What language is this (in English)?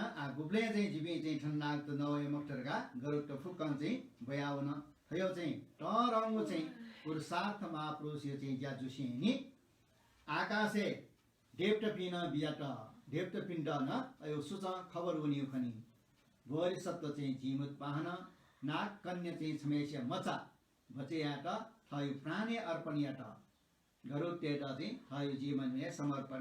Newari